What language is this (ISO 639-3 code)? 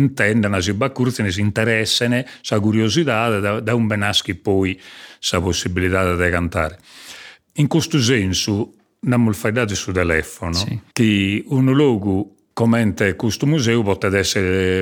srd